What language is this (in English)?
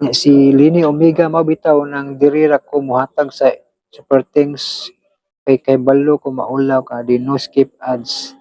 Cebuano